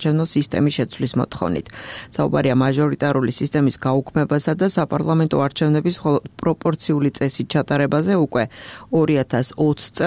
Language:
Georgian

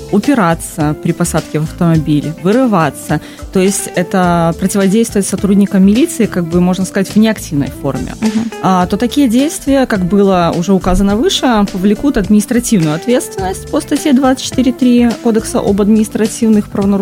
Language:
Russian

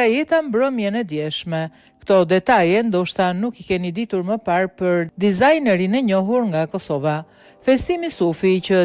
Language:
Albanian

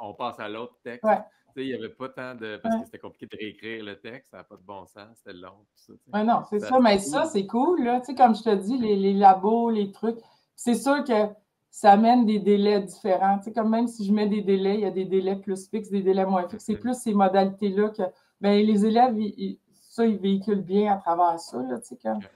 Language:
French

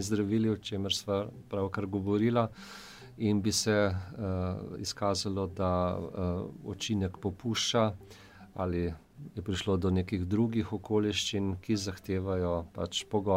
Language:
Slovenian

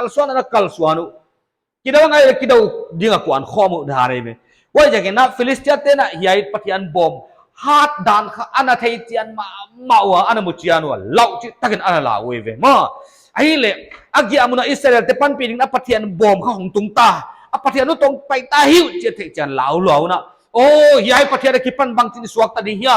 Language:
Paite Chin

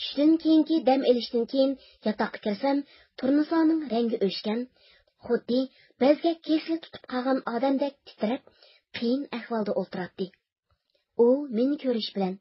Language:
Uyghur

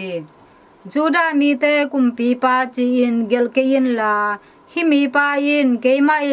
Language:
Tedim Chin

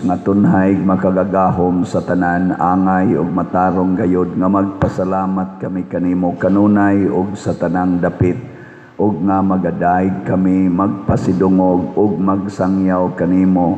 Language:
Cebuano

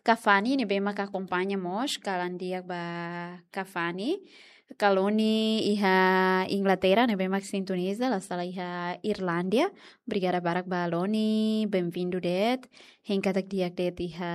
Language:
Tetum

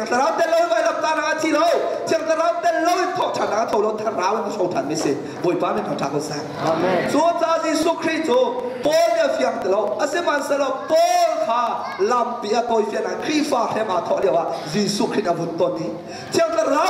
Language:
Hakha Chin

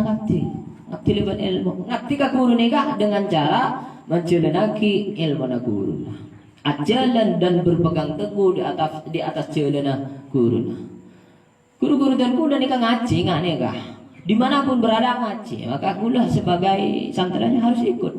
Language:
Madurese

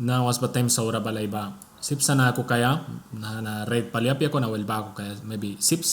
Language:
Mískito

